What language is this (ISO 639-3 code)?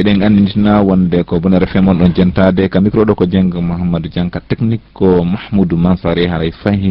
ful